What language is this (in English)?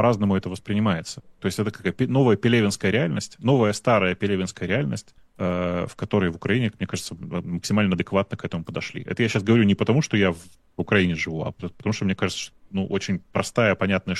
Russian